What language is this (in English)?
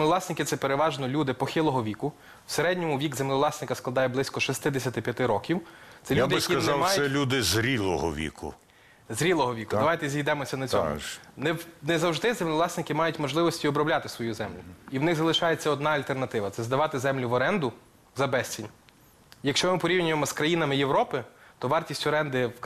Ukrainian